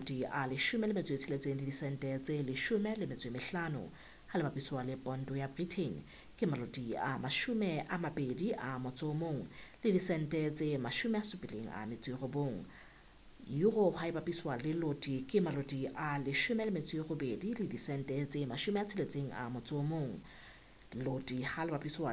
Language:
Southern Sotho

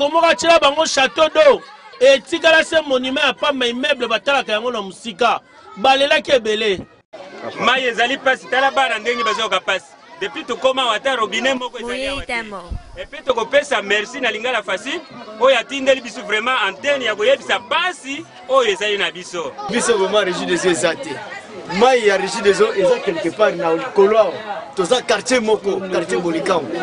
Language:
Lingala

